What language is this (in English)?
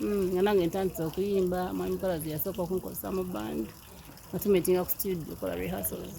Ganda